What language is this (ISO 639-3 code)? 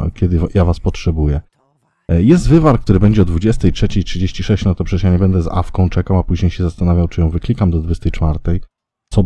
pol